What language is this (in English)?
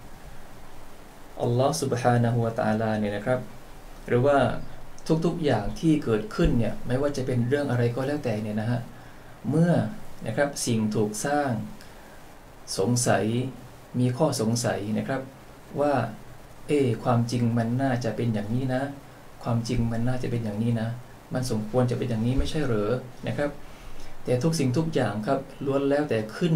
Thai